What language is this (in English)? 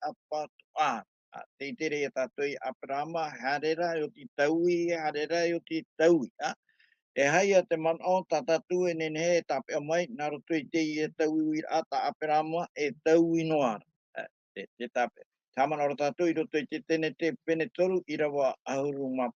Tahitian